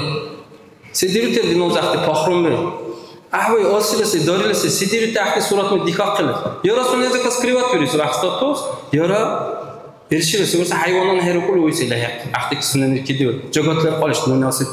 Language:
Dargwa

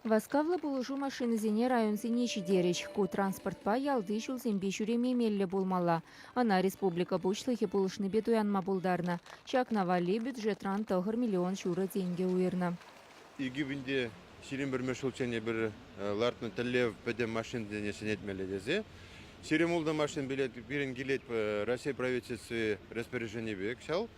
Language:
Chuvash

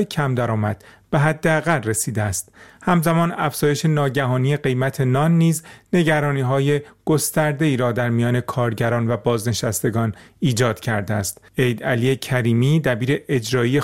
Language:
Persian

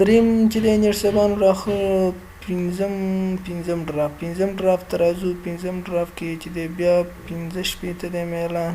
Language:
Pashto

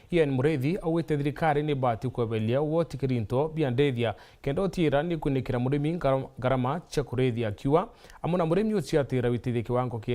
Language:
Meru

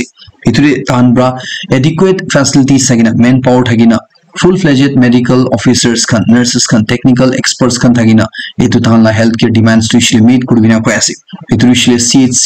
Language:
Naga Pidgin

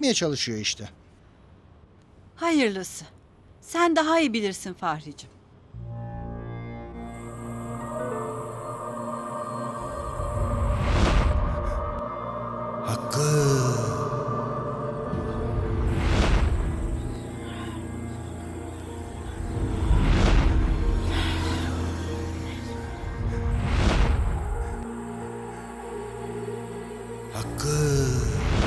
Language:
Turkish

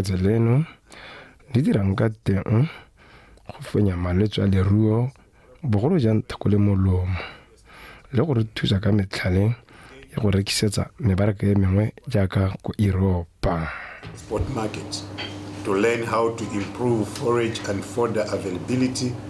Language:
Tswana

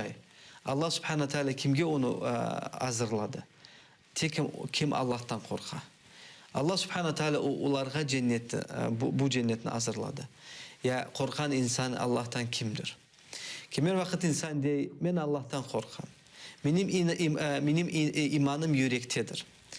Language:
Crimean Tatar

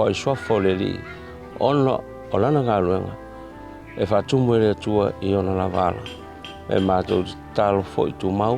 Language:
Samoan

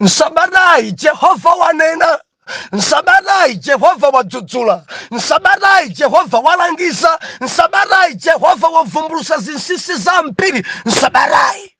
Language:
Nyanja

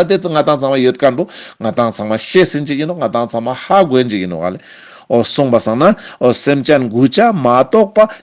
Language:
Ladakhi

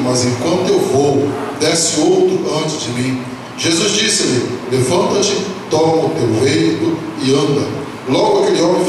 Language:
Portuguese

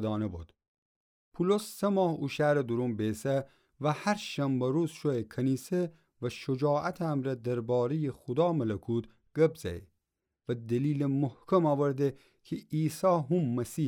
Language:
Gilaki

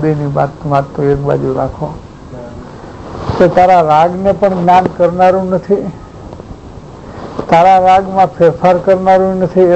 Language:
Gujarati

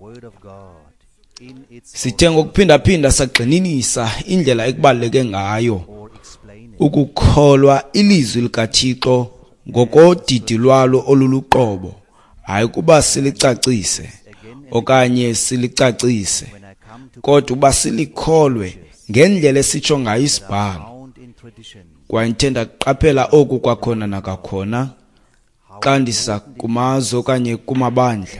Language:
Xhosa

